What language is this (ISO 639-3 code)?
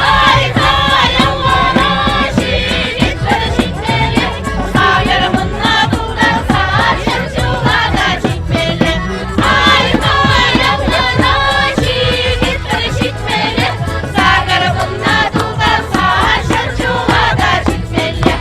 chv